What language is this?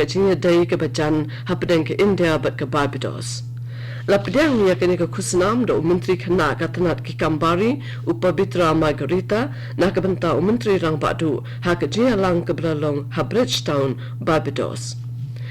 Khasi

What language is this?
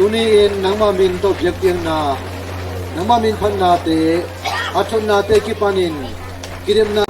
Tedim Chin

